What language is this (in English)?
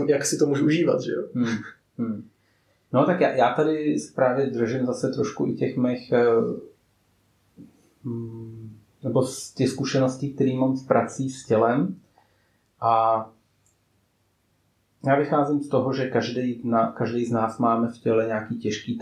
Czech